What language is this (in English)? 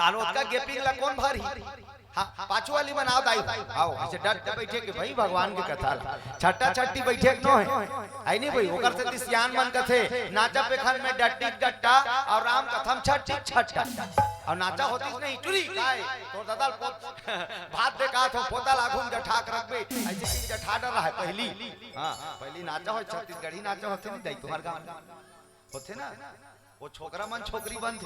Chhattisgarhi